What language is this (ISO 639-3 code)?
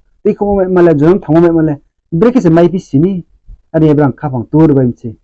ria